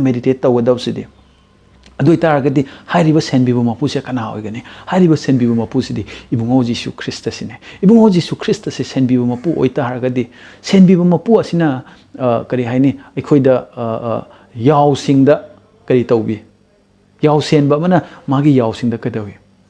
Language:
Manipuri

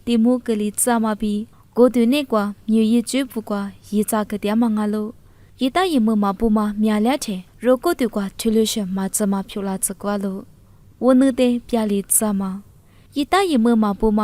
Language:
Lisu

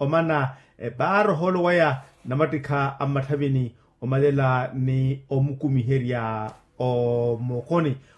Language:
Makhuwa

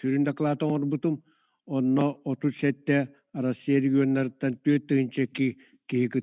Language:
Yakut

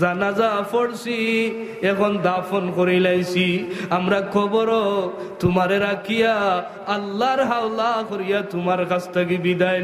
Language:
Sylheti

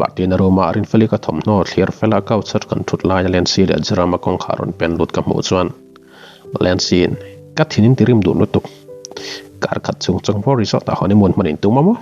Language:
Mizo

